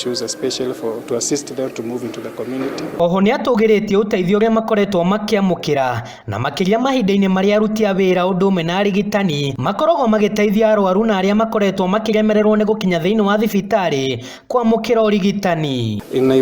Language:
Kikuyu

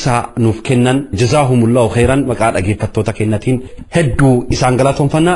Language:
Oromo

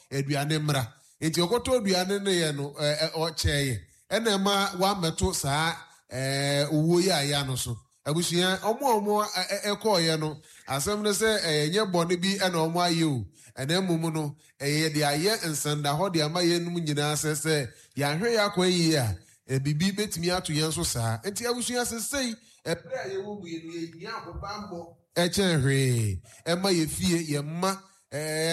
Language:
Akan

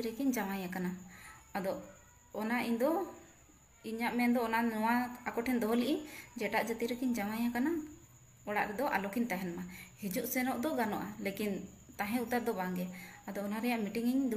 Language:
Santali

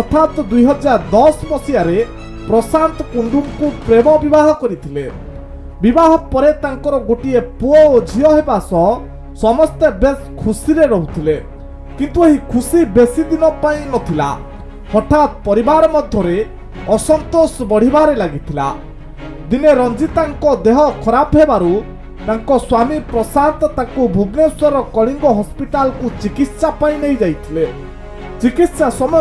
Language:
Odia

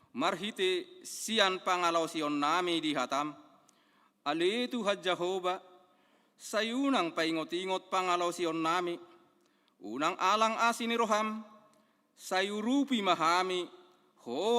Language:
Batak Toba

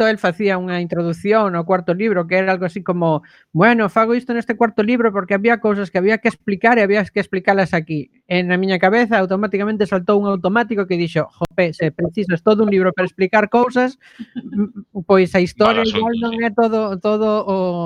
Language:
Galician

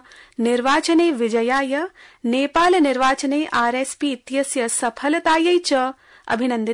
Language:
Sanskrit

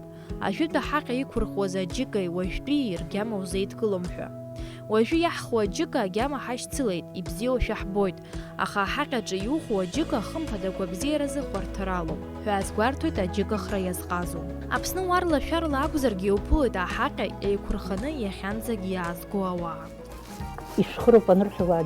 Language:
Abkhazian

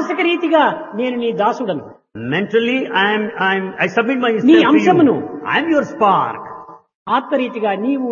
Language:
Telugu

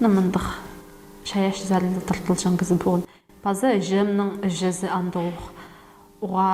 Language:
Khakas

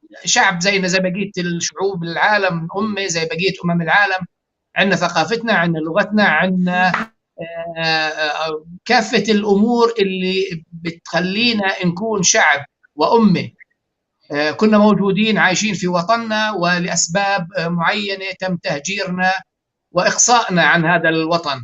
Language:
North Levantine Arabic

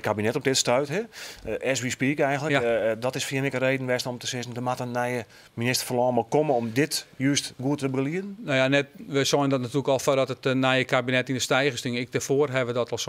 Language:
Western Frisian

